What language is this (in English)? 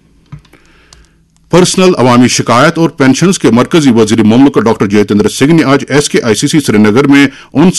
Urdu